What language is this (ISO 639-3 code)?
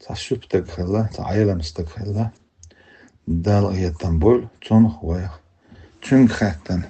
che